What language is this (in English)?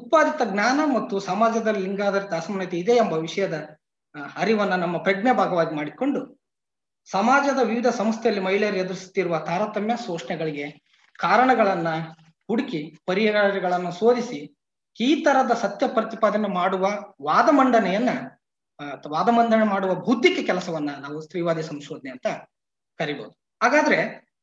Kannada